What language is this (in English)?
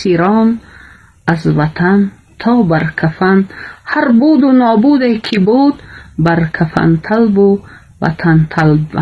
Tajik